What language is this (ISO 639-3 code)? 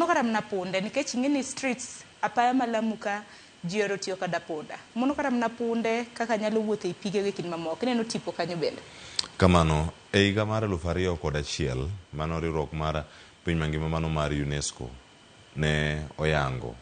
luo